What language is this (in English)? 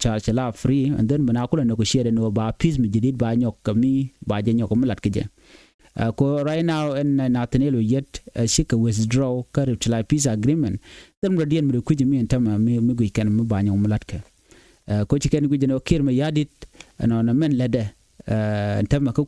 Nuer